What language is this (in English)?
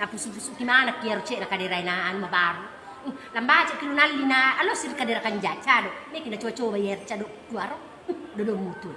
Buginese